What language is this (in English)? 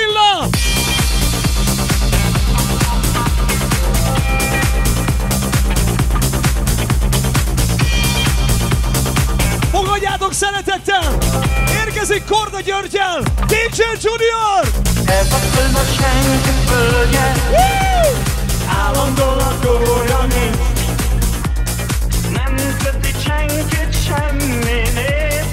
Hungarian